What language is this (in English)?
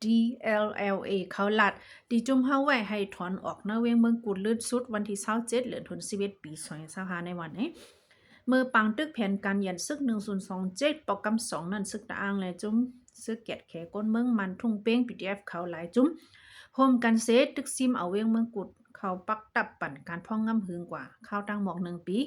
Shan